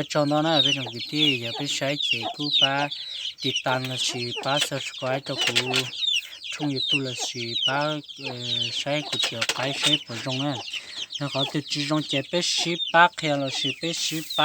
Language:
Hmong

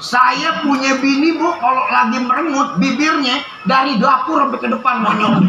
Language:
Betawi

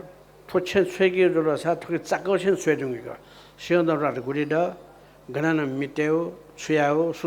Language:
Newari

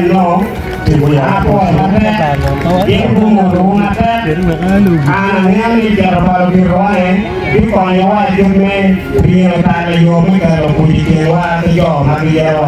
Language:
Acoli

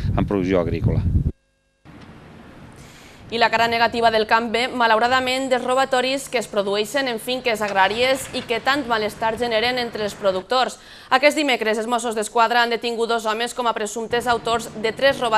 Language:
Catalan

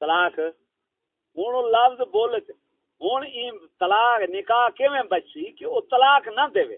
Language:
Saraiki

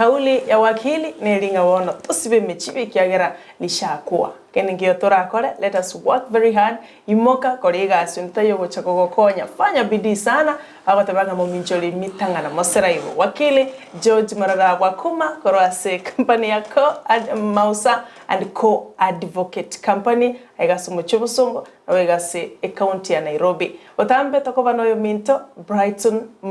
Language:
Gusii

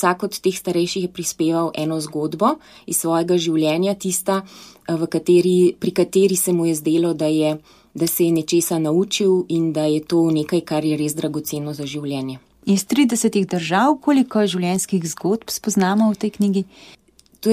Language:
Slovenian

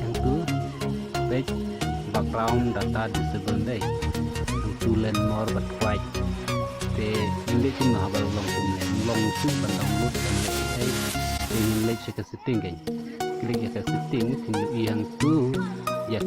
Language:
Khasi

